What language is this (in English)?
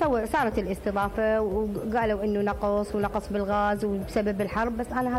Mesopotamian Arabic